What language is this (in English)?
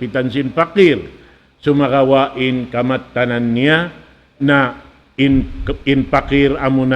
Tausug